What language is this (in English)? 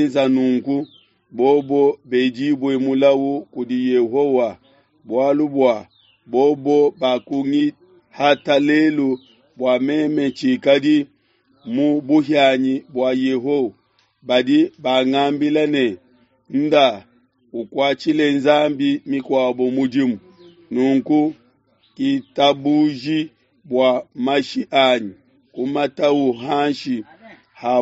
Luba-Lulua